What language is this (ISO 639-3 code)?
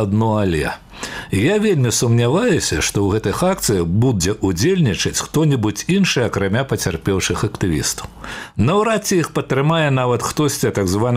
bel